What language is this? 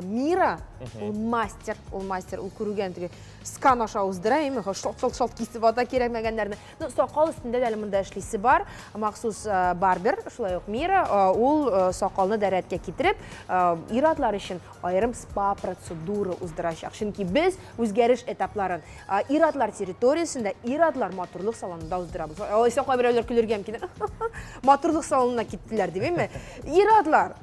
Tatar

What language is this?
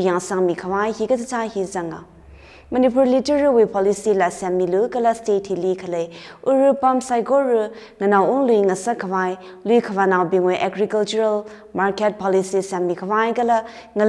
Tangkhul Naga (India)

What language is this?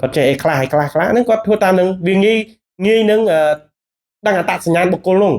Khmer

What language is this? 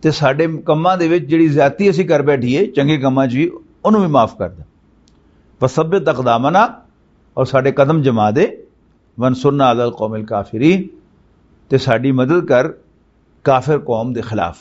Western Panjabi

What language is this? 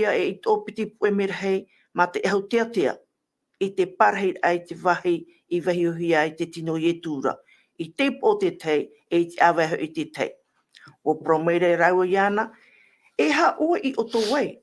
Tahitian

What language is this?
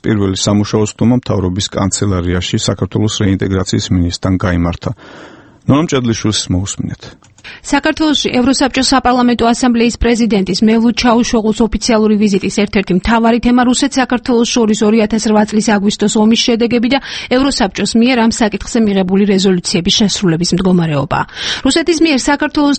Georgian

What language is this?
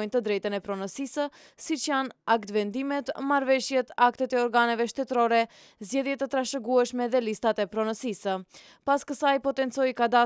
Albanian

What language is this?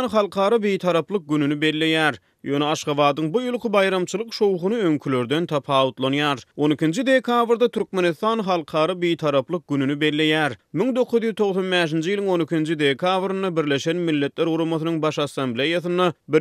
Turkmen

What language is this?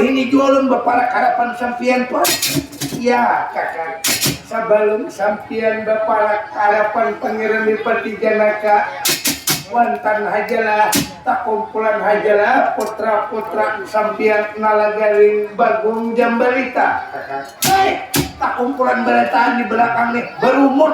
Banjar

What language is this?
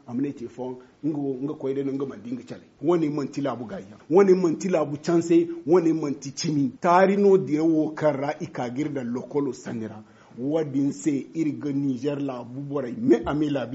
Zarma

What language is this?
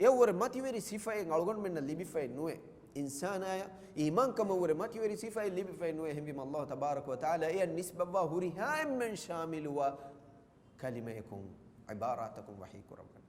Divehi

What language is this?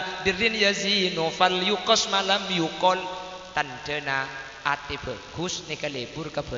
Madurese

